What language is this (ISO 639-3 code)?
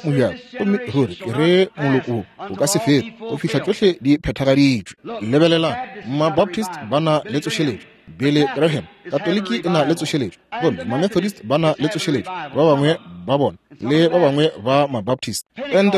nso